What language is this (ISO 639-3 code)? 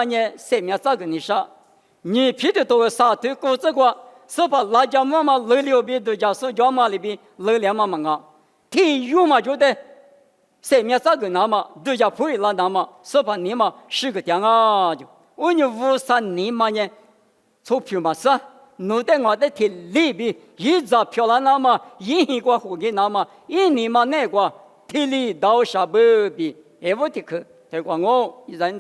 lis